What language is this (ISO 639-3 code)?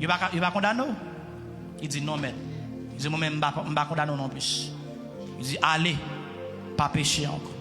hat